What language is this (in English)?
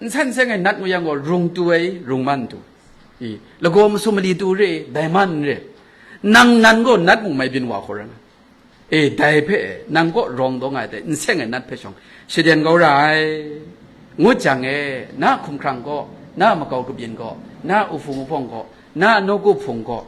Kachin